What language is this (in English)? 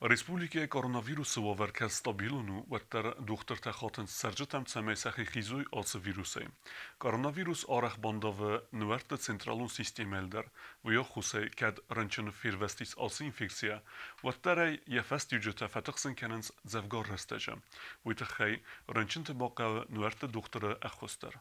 Ossetic